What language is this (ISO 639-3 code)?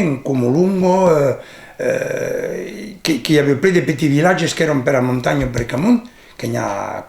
oci